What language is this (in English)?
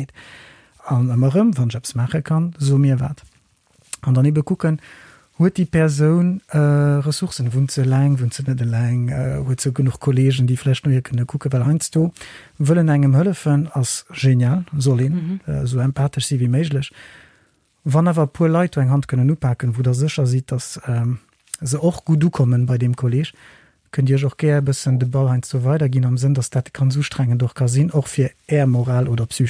Luxembourgish